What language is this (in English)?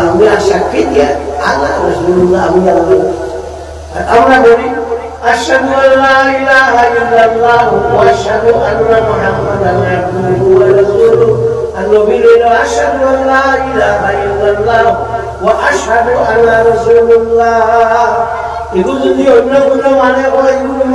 Sylheti